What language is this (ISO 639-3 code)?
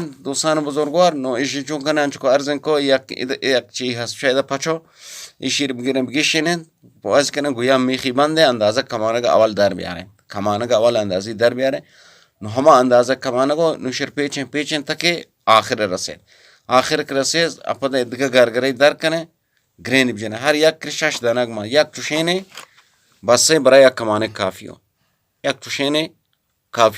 bgp